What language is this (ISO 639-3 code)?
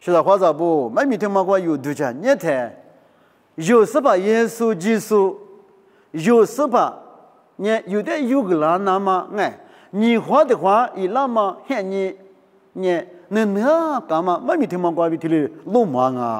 lis